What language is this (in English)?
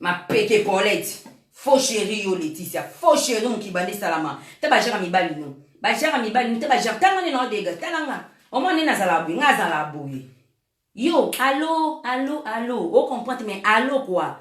Lingala